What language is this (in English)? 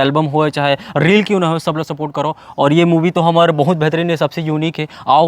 Chhattisgarhi